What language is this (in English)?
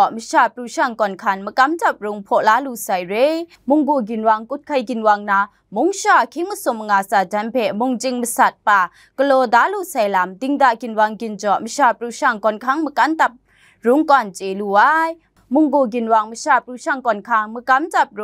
Kachin